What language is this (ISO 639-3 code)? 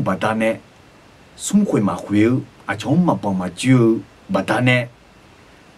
ahk